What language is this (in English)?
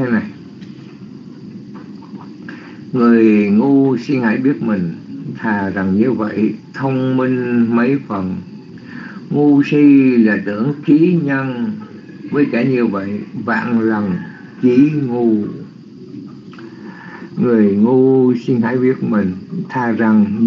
Vietnamese